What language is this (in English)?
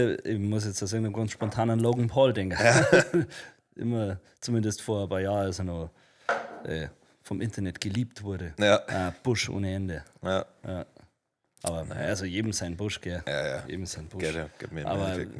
Bavarian